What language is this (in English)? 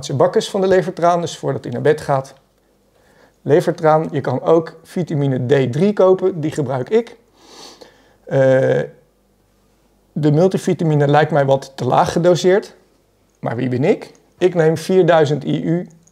Dutch